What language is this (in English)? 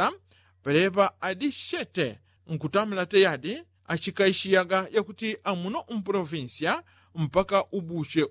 Yao